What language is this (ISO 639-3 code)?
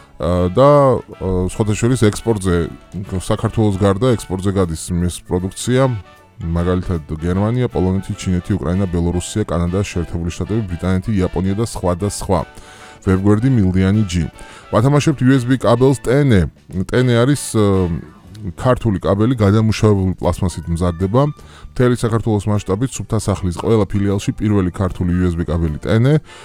kat